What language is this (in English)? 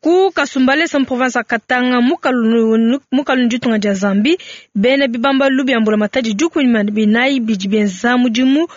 Luba-Lulua